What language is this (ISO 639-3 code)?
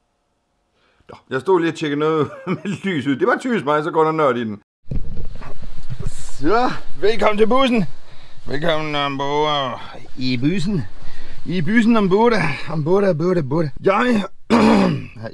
dan